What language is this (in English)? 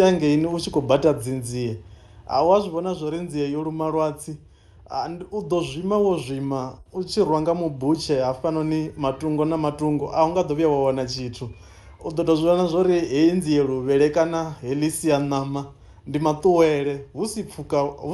Venda